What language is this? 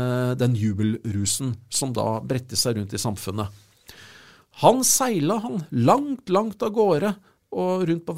Norwegian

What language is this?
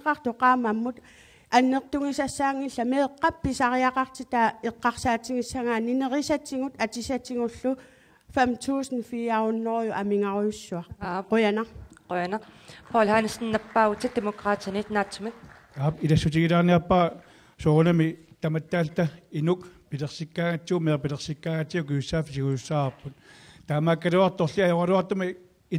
Kalaallisut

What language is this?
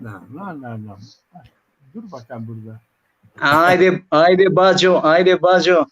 Balkan Romani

